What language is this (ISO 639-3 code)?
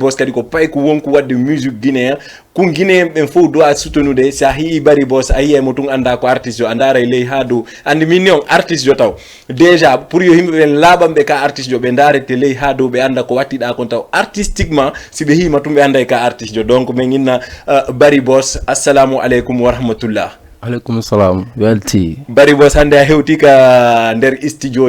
ful